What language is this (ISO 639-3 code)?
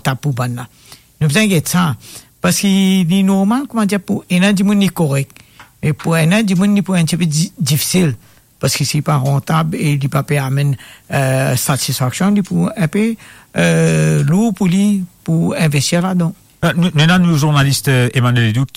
mfe